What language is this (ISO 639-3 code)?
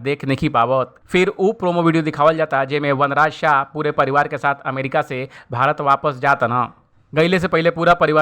bho